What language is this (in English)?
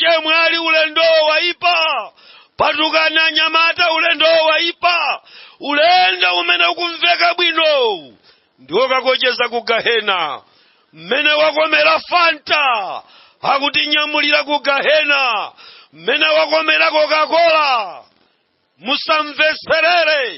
Nyanja